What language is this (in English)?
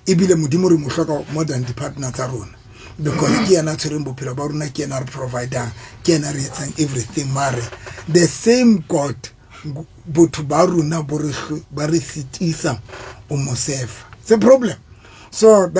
Southern Sotho